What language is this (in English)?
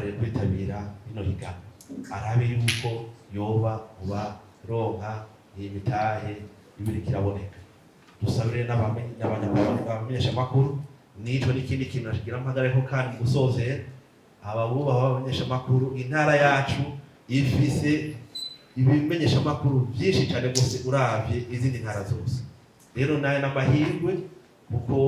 Rundi